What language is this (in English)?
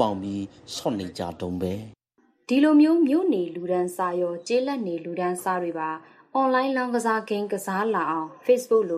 Burmese